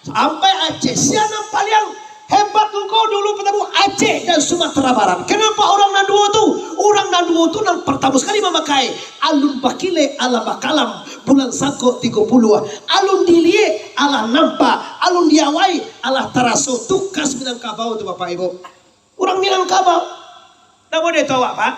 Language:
Minangkabau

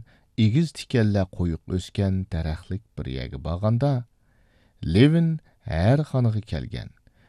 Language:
Uyghur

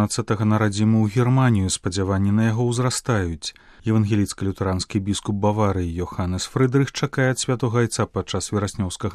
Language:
Belarusian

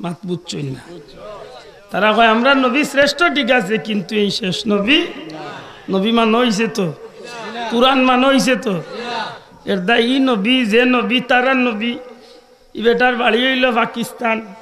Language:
Sylheti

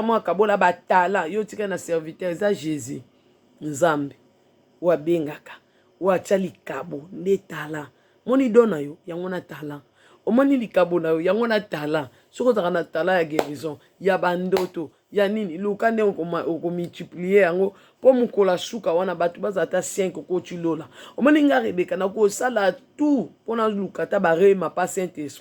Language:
Lingala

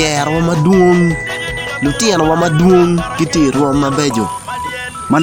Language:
Acoli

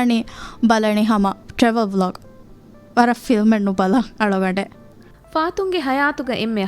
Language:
Divehi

